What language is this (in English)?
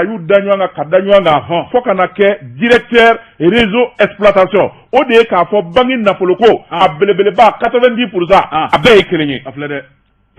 Bambara